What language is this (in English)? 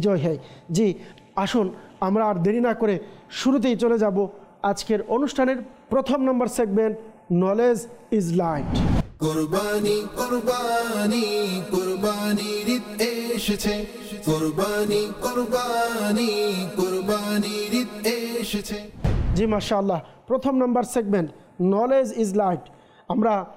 Bangla